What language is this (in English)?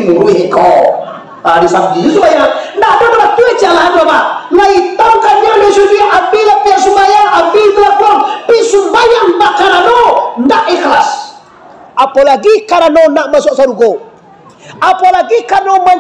Minangkabau